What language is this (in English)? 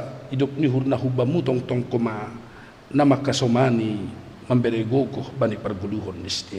Batak Simalungun